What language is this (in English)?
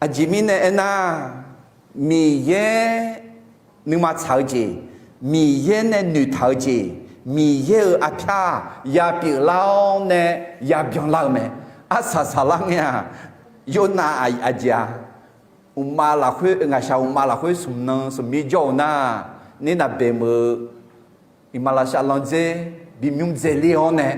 Akha